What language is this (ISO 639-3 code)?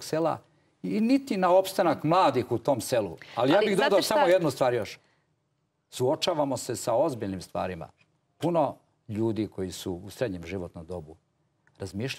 srp